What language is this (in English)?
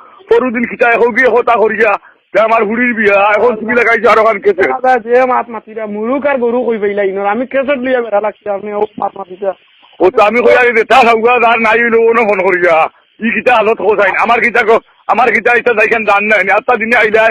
Sylheti